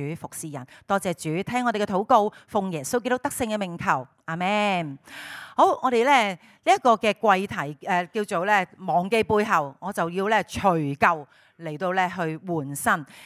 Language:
Cantonese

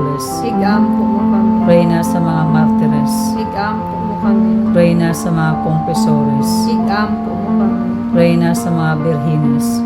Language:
Hiligaynon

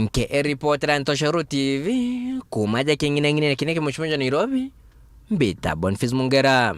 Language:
Meru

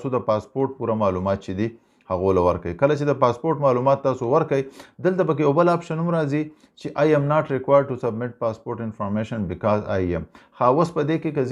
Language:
Pashto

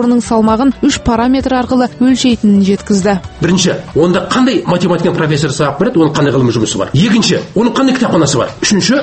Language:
Kazakh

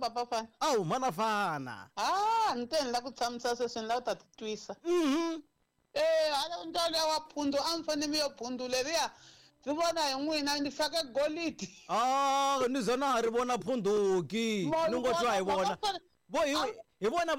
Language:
Tsonga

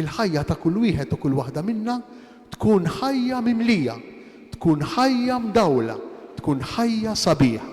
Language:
Maltese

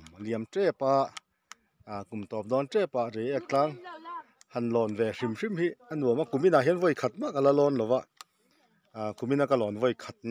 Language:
Mizo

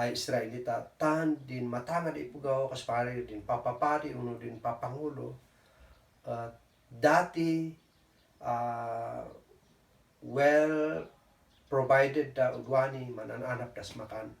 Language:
Kankanaey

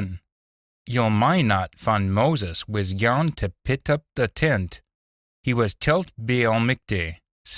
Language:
Scots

